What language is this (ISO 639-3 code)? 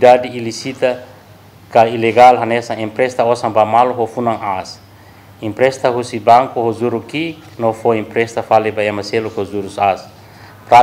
tet